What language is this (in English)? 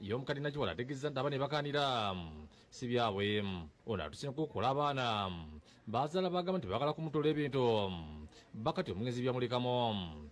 Ganda